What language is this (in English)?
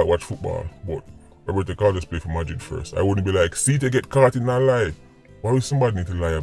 Jamaican Creole English